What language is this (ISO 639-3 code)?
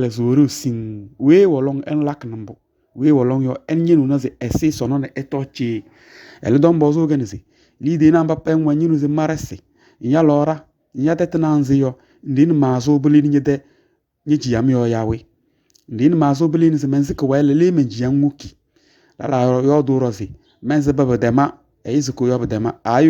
kbp